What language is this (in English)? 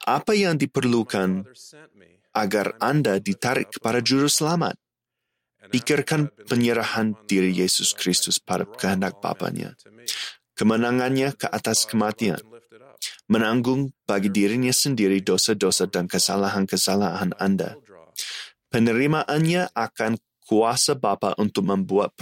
Indonesian